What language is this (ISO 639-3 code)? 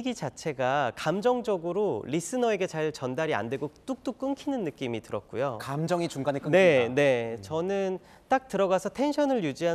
kor